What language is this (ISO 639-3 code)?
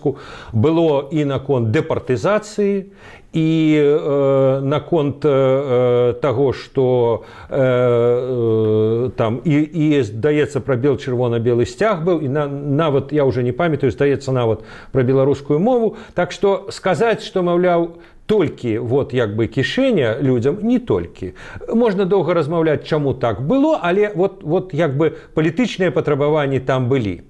bel